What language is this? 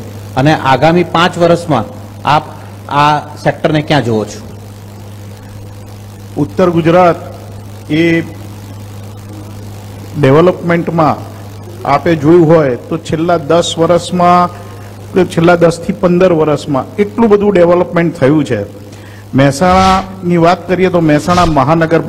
Gujarati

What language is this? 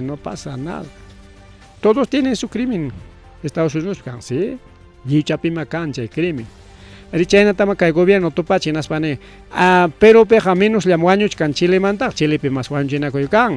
Ayacucho Quechua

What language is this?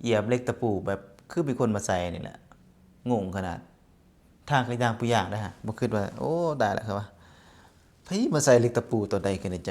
Lao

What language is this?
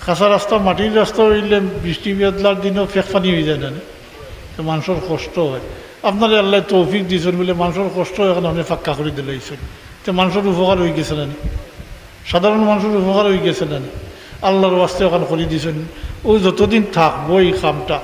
Sylheti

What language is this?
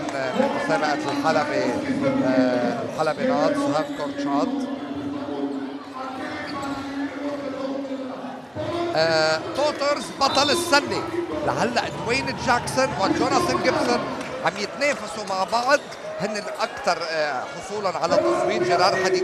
North Levantine Arabic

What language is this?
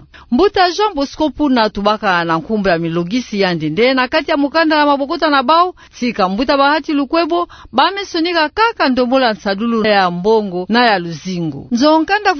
Kituba (Democratic Republic of Congo)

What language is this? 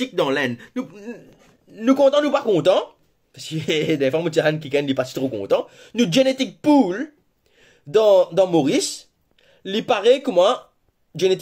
Morisyen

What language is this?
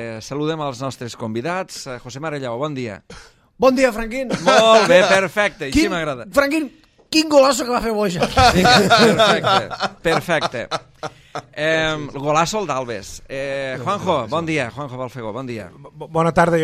Catalan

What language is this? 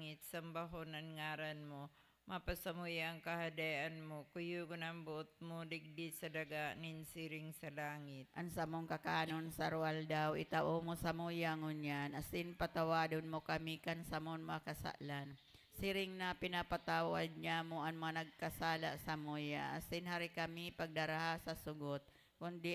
Bikol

